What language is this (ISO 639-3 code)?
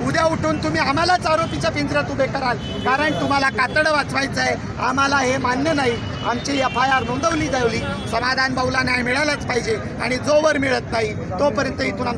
mar